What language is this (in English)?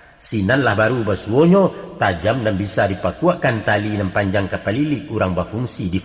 Minangkabau